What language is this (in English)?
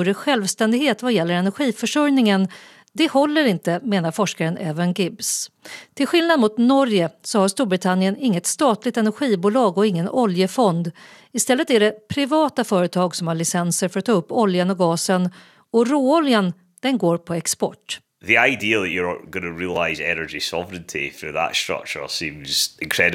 Swedish